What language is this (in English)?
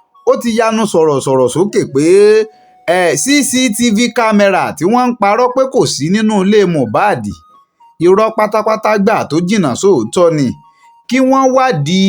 Yoruba